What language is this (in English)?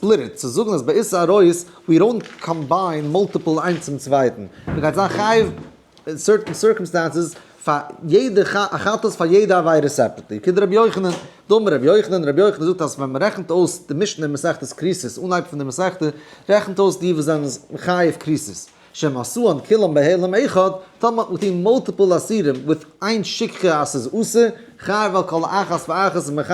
Yiddish